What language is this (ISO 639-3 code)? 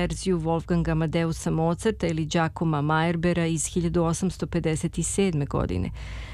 srp